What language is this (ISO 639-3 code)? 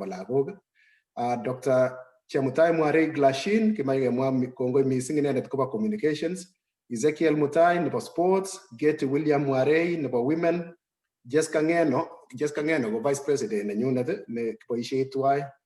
kln